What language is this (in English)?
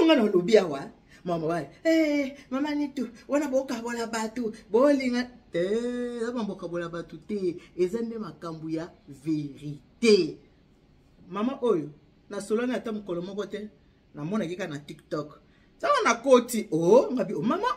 Lingala